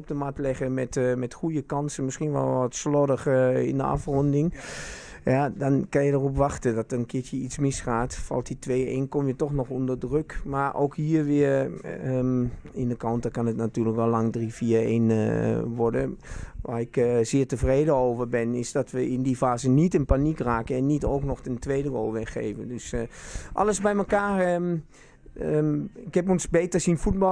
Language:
Dutch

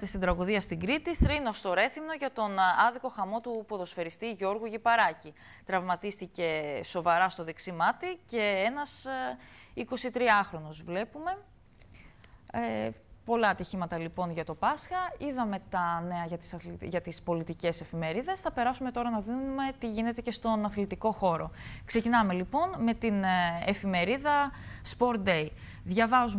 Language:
Greek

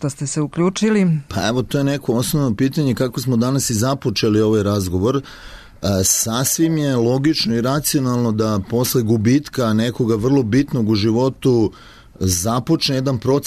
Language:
Serbian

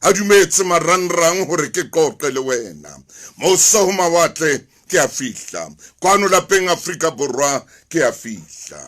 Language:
Southern Sotho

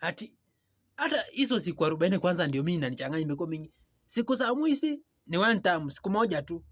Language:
Swahili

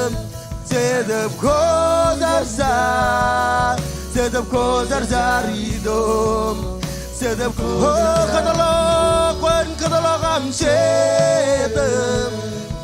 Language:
Marshallese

